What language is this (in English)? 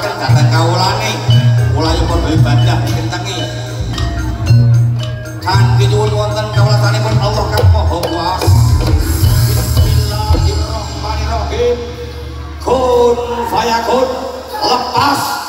Javanese